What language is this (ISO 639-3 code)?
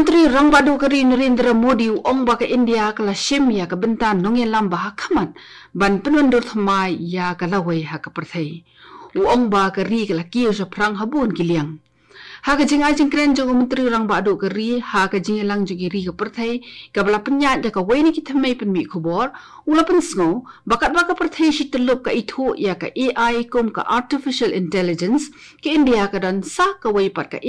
kha